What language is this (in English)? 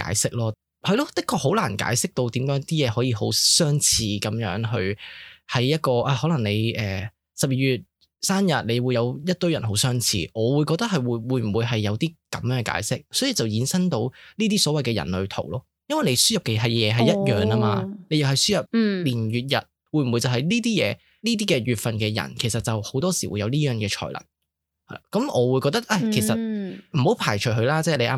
Cantonese